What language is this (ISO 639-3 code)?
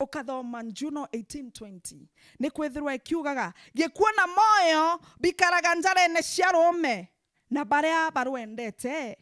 mer